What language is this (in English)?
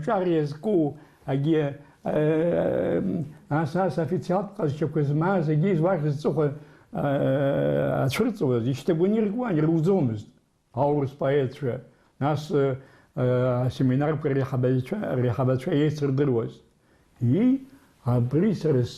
Abkhazian